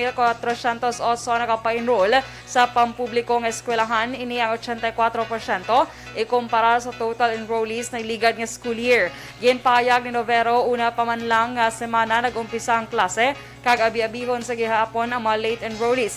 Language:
Hiligaynon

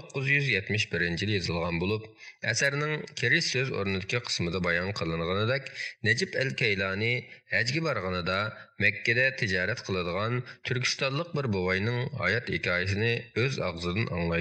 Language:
Uyghur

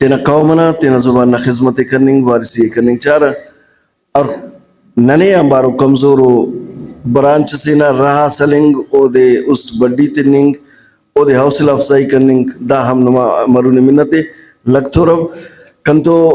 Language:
Brahui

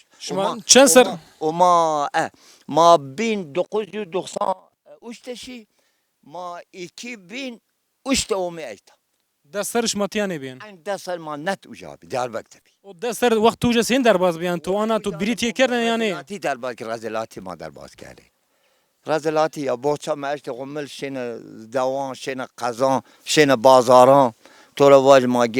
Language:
Zaza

